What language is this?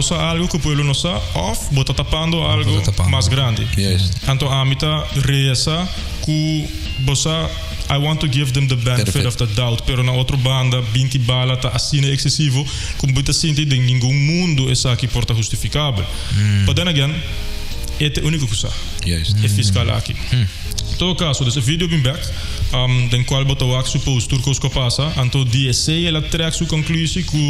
Papiamento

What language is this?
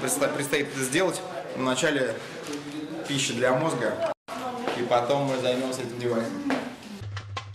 Russian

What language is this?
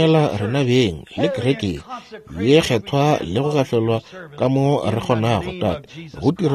Northern Sotho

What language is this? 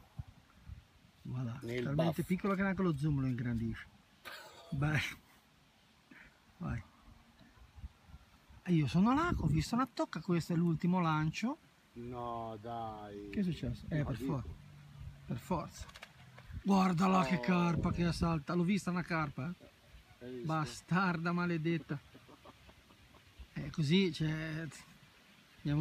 Italian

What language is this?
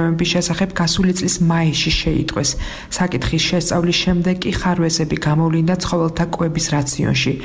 Georgian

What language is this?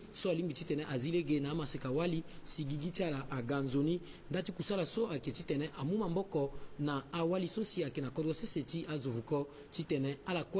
Sango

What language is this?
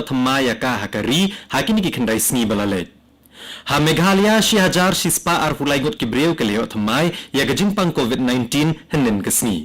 Khasi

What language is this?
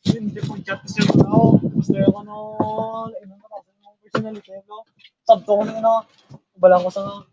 Hiligaynon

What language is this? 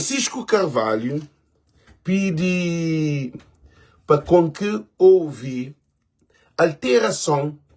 Kabuverdianu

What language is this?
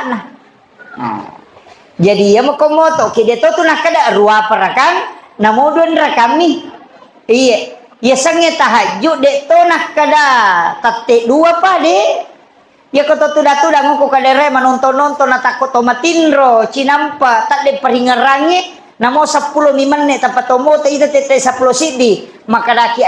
Buginese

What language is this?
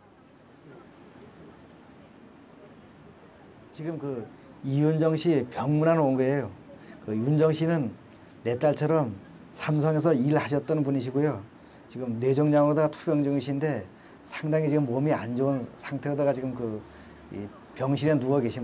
Korean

